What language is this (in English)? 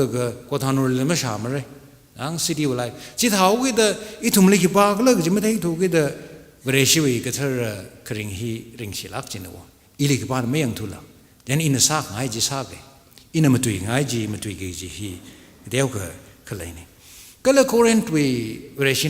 Tangkhul Naga (India)